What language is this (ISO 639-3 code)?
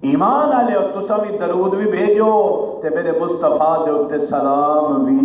skr